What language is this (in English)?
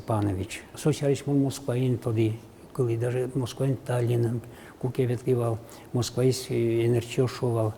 Udmurt